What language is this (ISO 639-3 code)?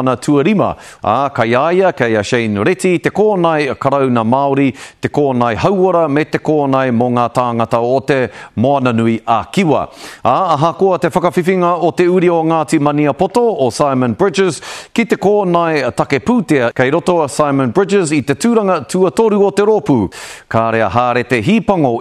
mri